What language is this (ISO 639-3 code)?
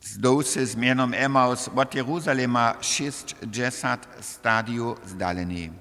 hsb